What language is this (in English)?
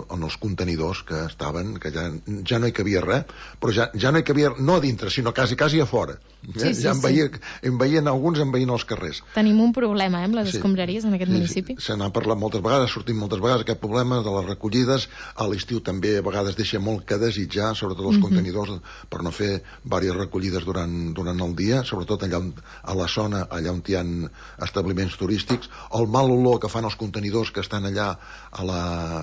Catalan